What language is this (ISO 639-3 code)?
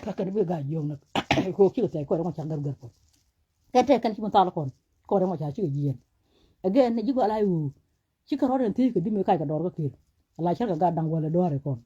nus